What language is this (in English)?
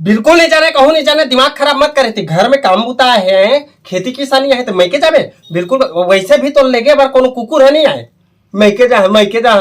Chhattisgarhi